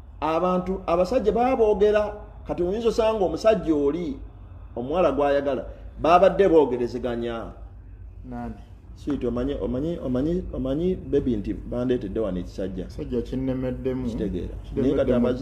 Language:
Ganda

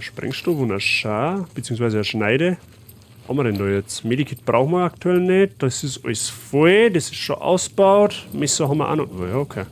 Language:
Bavarian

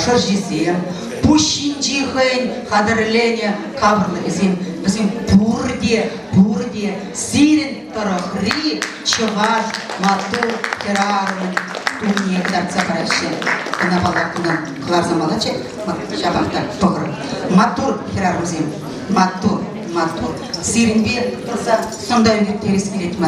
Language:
Chuvash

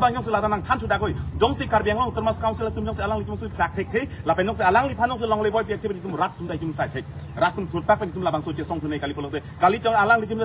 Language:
Karbi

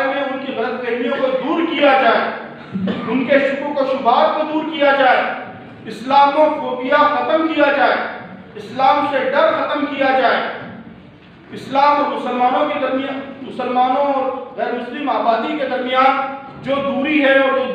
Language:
Urdu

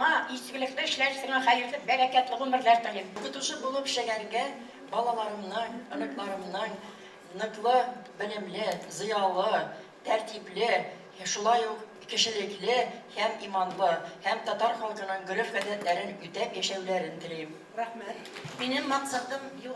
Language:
Tatar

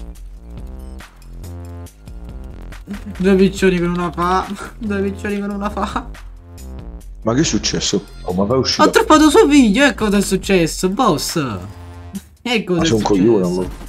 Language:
Italian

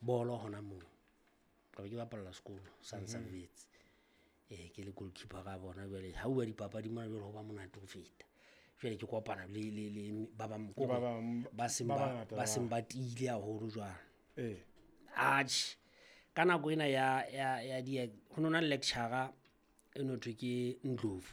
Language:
Southern Sotho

